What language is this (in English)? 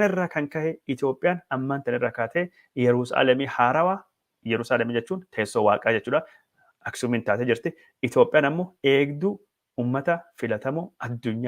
Oromo